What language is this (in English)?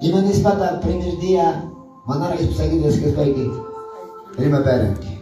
Quechua